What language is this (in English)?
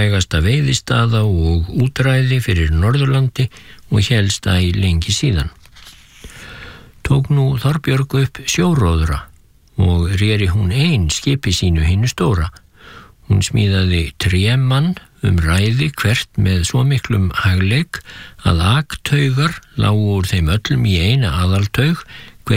Icelandic